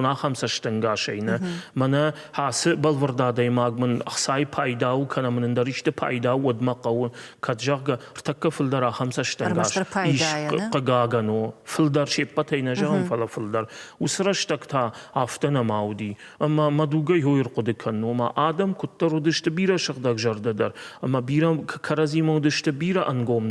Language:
Ossetic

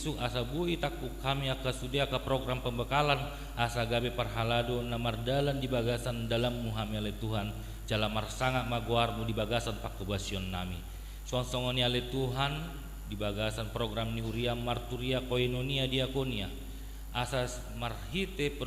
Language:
Batak Toba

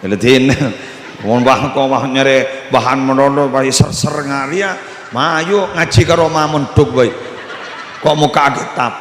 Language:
Madurese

